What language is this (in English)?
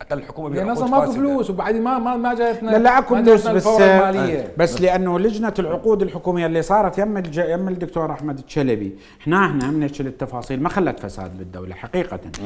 Mesopotamian Arabic